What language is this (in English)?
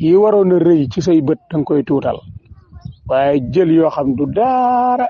Wolof